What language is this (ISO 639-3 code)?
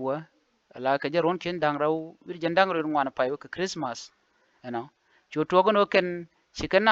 nus